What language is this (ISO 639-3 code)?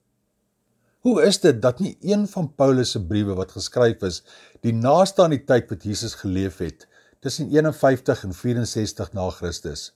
afr